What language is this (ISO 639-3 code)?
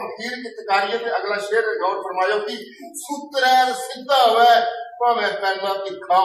doi